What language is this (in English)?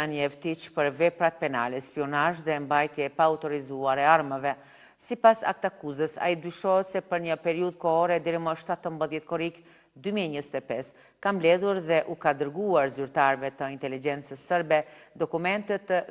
Albanian